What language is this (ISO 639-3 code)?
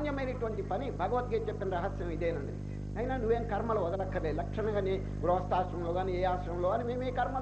tel